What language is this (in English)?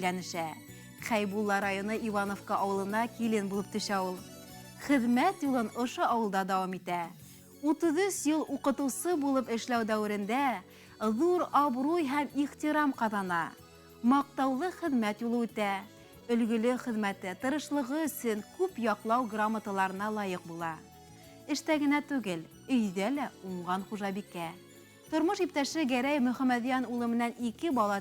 Bashkir